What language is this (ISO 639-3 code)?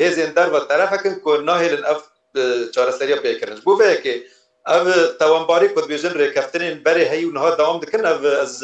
kur